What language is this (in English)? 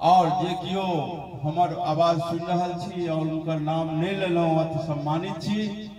Maithili